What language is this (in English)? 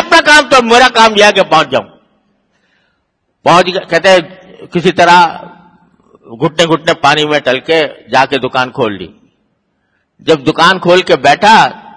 Urdu